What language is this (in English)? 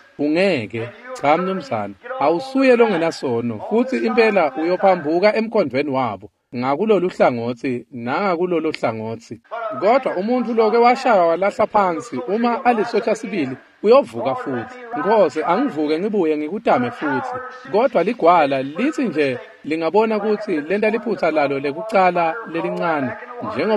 Swati